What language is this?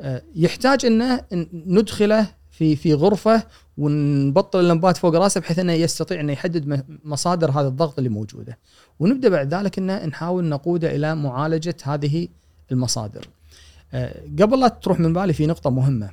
Gulf Arabic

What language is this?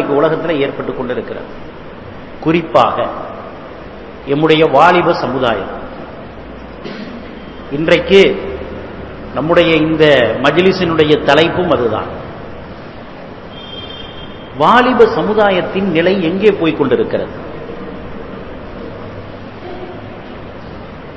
Tamil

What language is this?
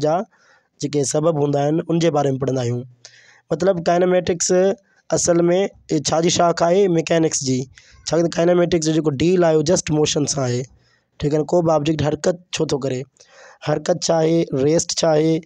Sindhi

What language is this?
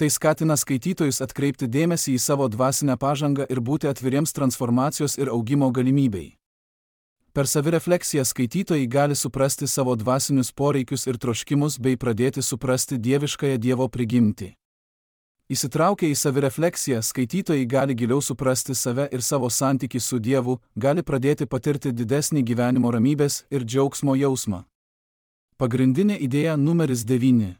Lithuanian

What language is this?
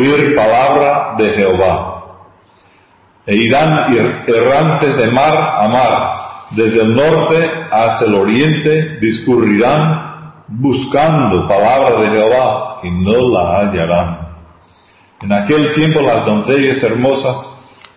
Spanish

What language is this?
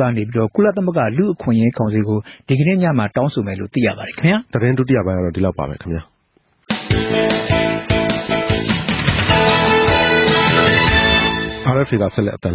Burmese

